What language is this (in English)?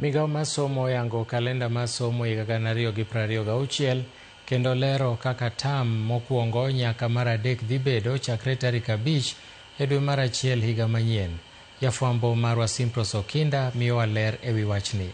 Luo (Kenya and Tanzania)